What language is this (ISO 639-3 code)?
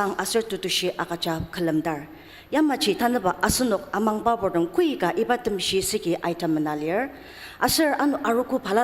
njo